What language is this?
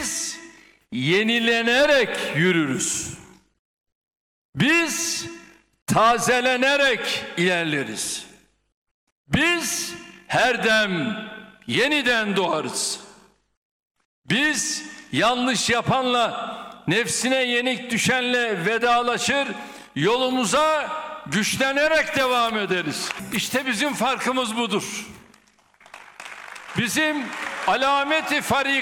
Turkish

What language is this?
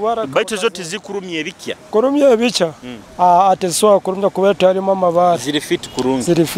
Nyoro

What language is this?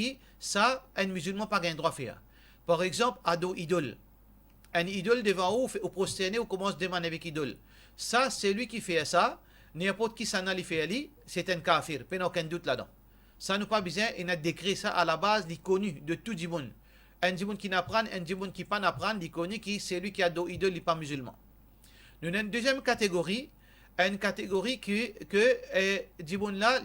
Morisyen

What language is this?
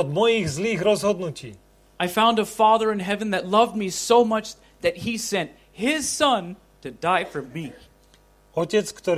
Slovak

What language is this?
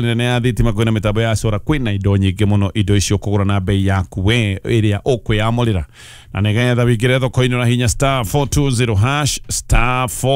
Kikuyu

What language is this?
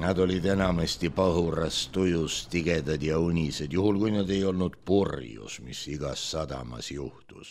Estonian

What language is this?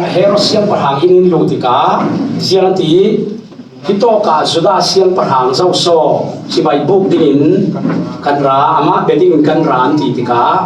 Falam Chin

